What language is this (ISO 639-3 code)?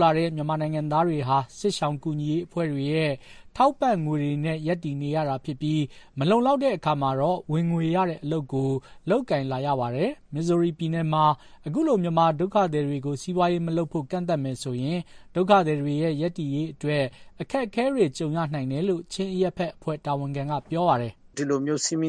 mya